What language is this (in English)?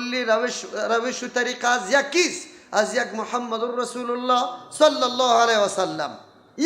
Persian